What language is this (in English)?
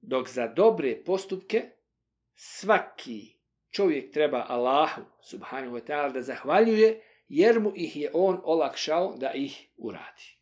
Bosnian